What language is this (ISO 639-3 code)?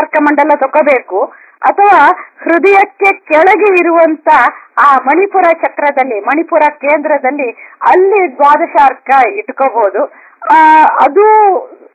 kan